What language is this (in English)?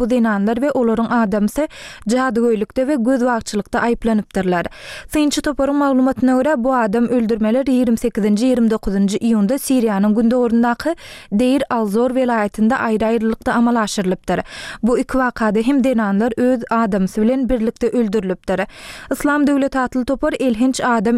Turkmen